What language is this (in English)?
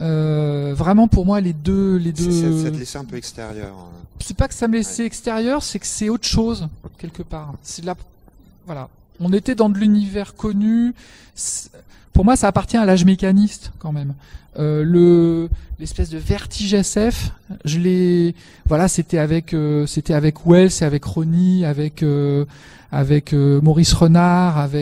French